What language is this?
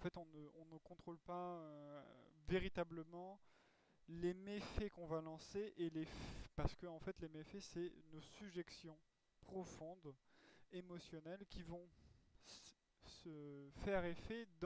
French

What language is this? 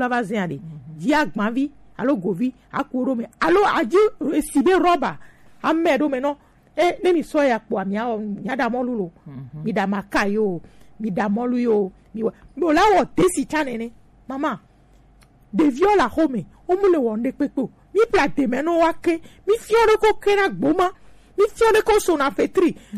Gen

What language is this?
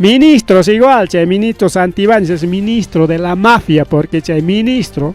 Ayacucho Quechua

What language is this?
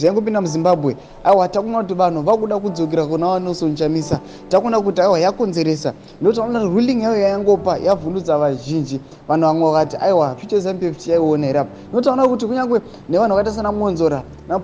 Shona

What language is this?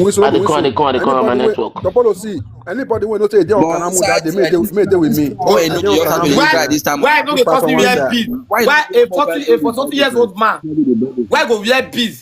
Nigerian Pidgin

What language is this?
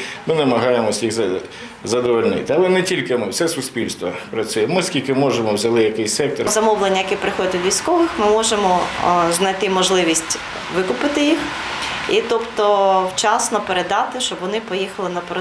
Ukrainian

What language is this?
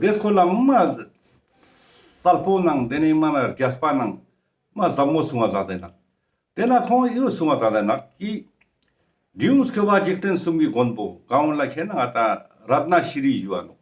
Ladakhi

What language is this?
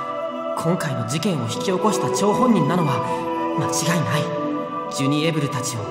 Japanese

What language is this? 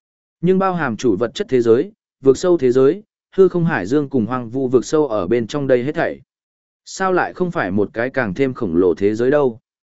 Vietnamese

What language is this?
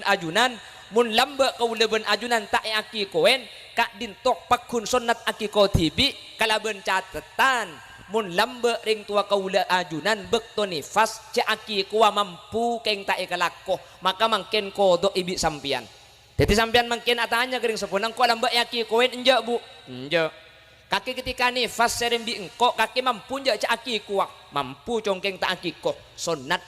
Madurese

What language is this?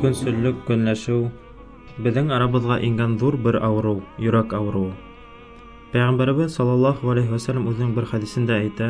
Bashkir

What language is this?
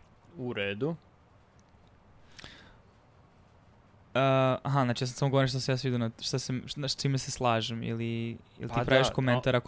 Serbian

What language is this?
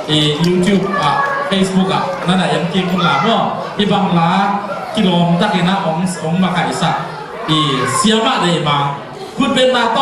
Tedim Chin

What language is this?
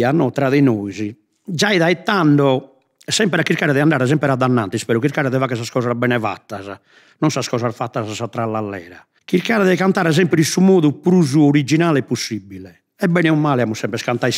Sardinian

